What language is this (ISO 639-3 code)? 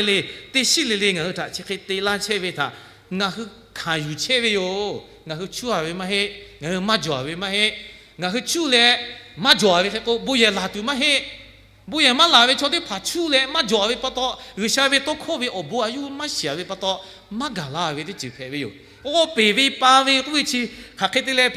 lhu